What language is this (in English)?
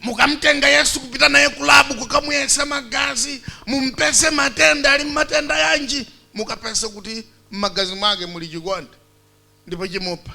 Nyanja